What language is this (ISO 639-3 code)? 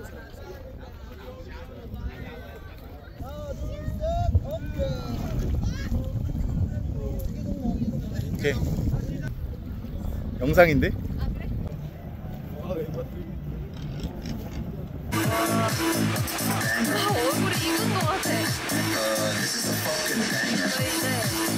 kor